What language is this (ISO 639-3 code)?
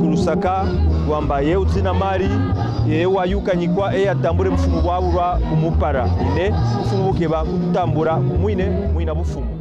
kqn